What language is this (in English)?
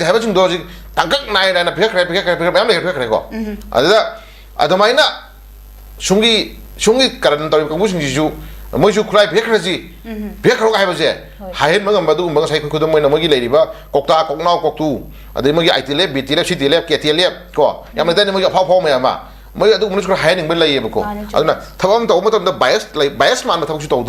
Manipuri